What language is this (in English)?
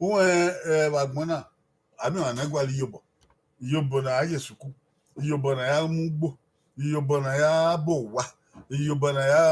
Bini